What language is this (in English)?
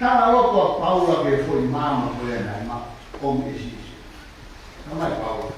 Tongan